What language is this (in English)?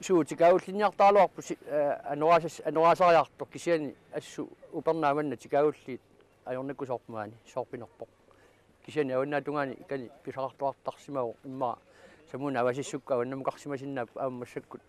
Kalaallisut